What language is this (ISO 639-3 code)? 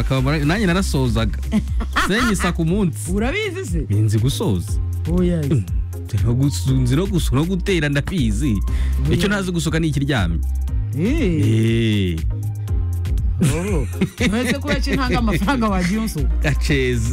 kin